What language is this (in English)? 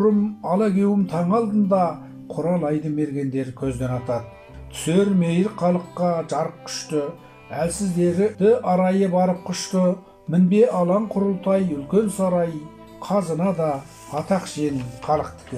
Kazakh